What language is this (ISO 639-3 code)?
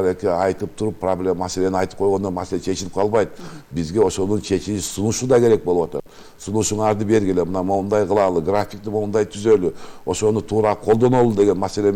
kir